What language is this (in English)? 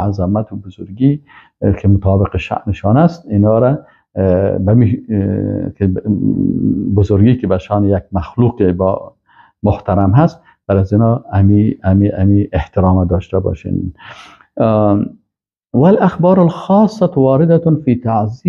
Persian